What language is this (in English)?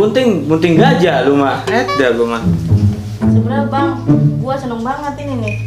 Betawi